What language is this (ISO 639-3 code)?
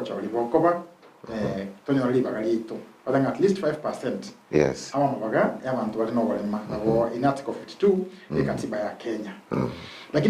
guz